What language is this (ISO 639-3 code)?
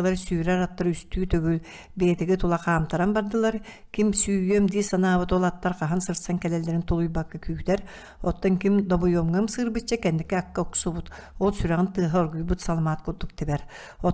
sah